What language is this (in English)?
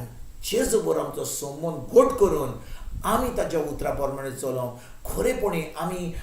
Konkani